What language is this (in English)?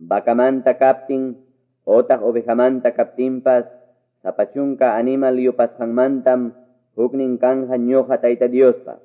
Ayacucho Quechua